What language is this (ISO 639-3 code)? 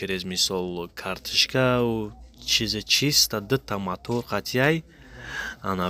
tgk